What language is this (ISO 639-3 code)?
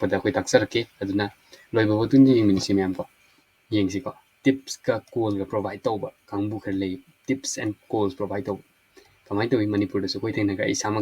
mni